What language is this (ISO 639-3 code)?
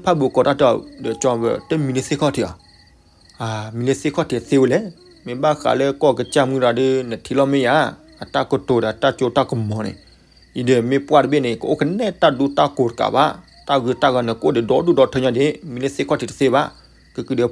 ksw